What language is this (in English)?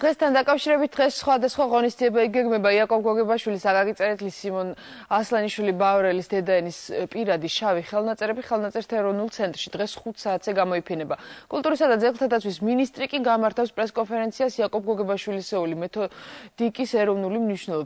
Georgian